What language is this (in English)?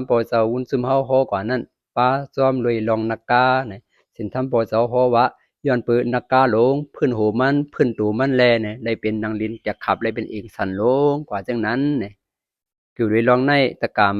Shan